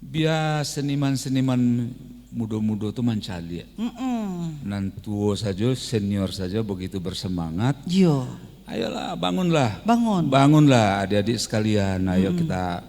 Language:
Minangkabau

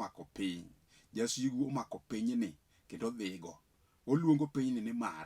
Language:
Luo (Kenya and Tanzania)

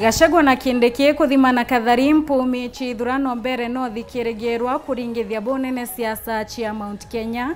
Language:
Meru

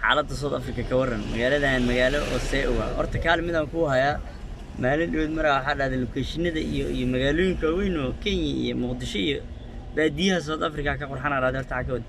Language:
Somali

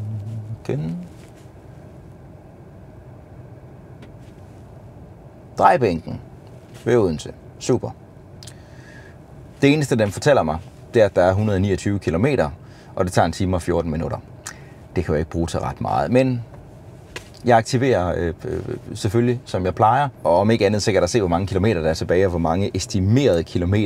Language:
Danish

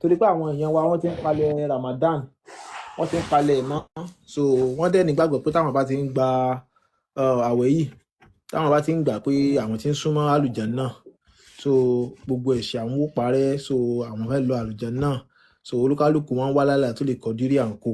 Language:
Yoruba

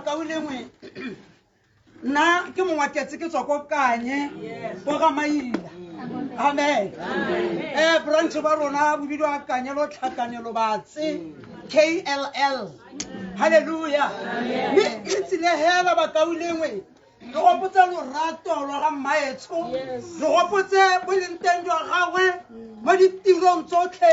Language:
Tswana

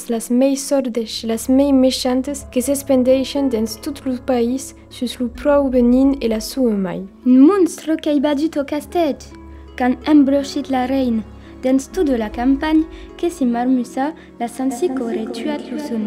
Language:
Occitan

